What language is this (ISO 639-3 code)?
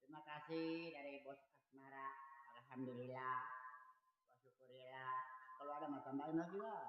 bew